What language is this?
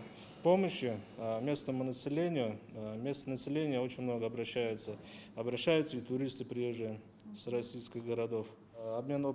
Abkhazian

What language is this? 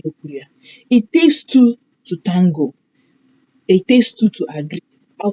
Igbo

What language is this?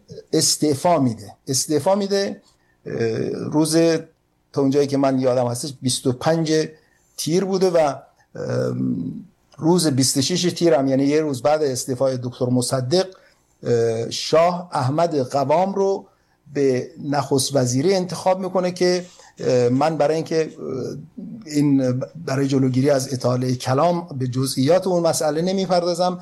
Persian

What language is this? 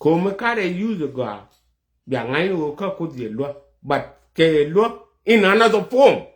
Nuer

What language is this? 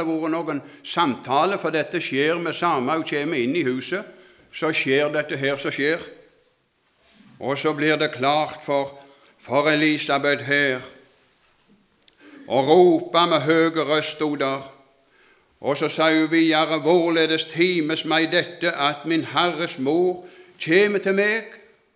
Norwegian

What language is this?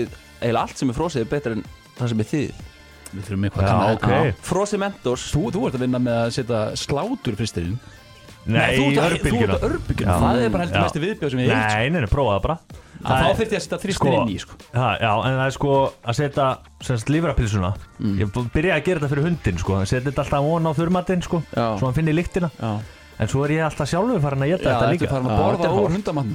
Icelandic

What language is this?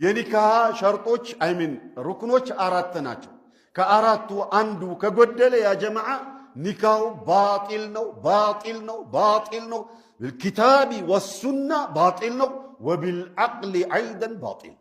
Amharic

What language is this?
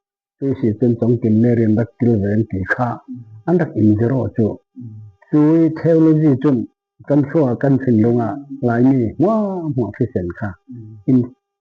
Falam Chin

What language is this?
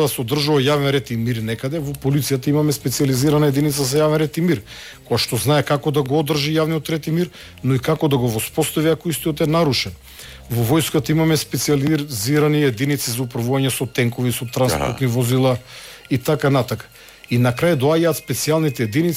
Macedonian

